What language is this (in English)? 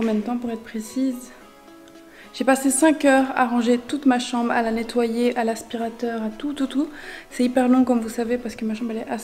French